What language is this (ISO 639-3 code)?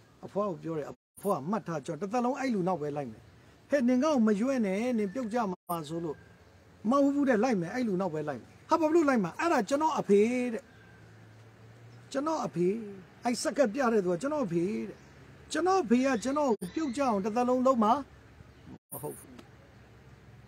mya